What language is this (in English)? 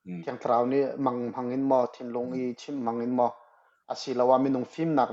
Hakha Chin